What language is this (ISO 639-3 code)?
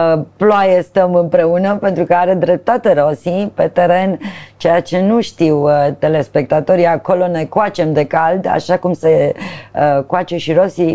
ron